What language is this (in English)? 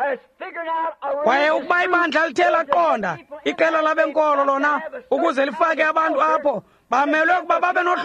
Xhosa